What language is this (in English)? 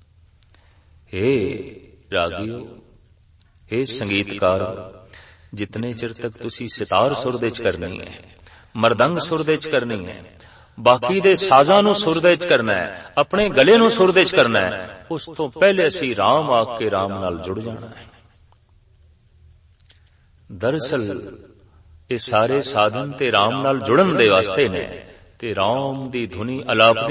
Punjabi